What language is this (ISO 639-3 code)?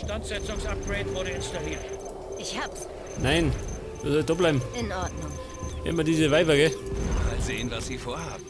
bar